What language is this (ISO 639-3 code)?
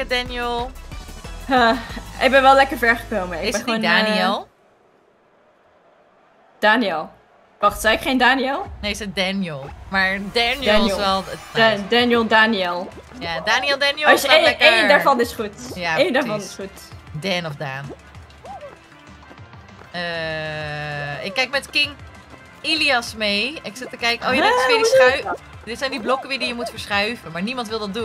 nld